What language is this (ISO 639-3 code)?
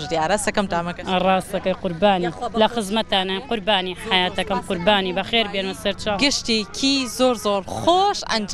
ckb